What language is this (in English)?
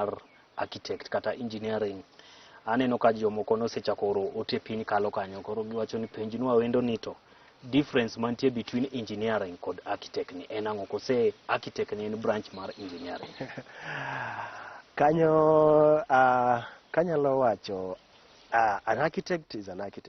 Luo (Kenya and Tanzania)